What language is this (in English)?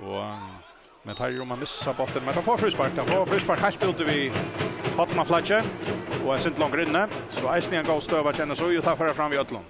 Faroese